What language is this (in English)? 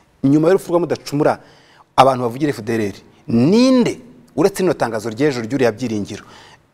Kinyarwanda